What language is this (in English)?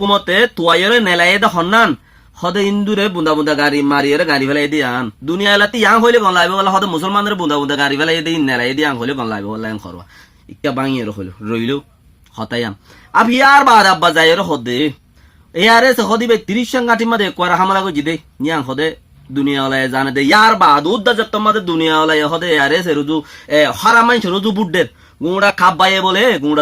Rohingya